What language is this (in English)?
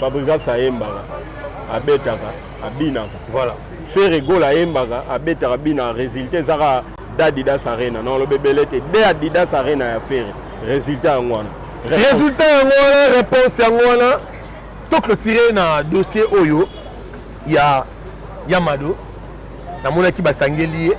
Lingala